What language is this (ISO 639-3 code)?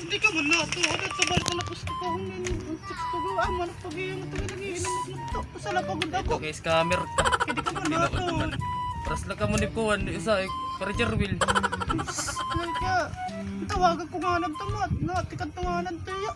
war